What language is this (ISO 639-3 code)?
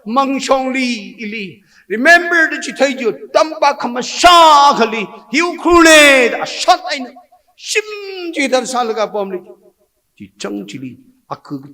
nmf